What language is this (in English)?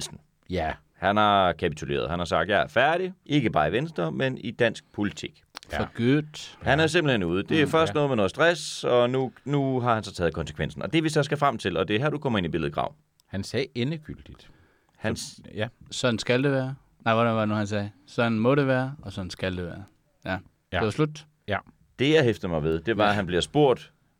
Danish